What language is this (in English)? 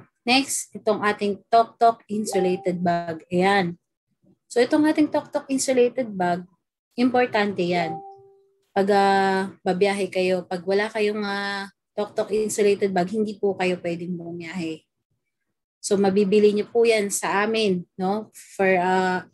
Filipino